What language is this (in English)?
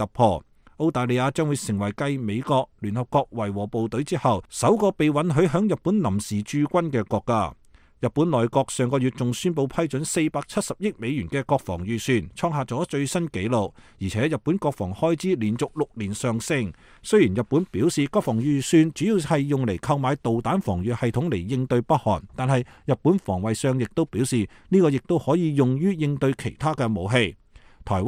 Cantonese